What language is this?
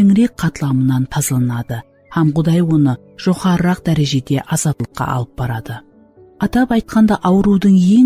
Kara-Kalpak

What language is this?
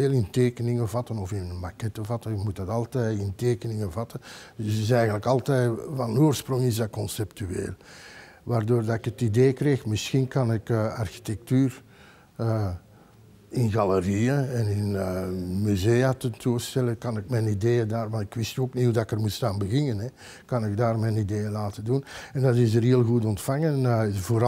Dutch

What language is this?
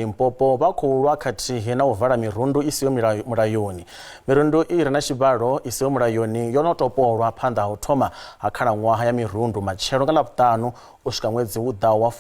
Venda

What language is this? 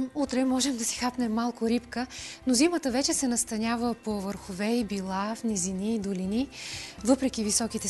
Bulgarian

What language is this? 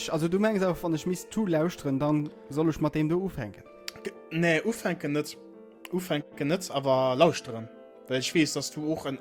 Luxembourgish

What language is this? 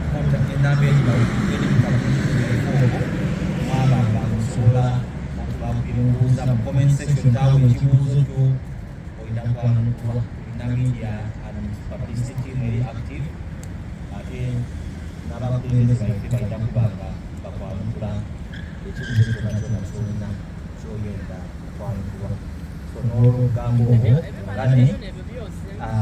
Soga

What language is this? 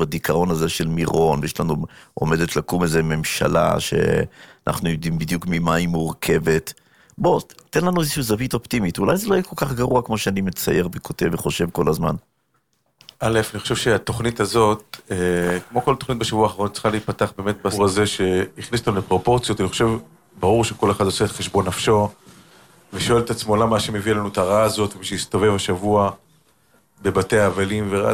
Hebrew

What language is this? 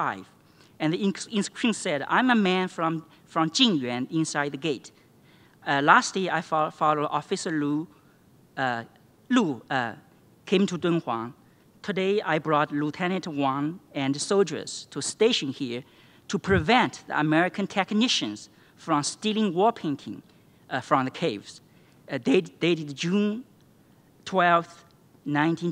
English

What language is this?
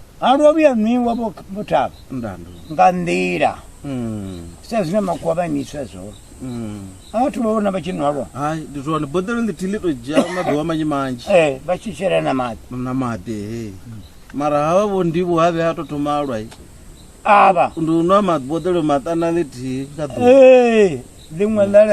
Venda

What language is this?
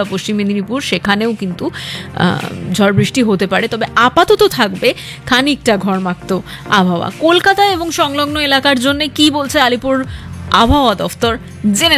Bangla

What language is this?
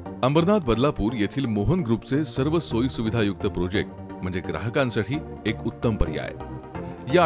Marathi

